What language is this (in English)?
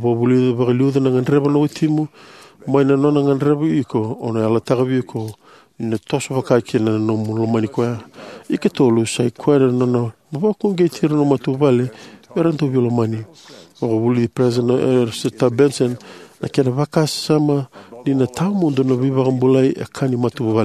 Fijian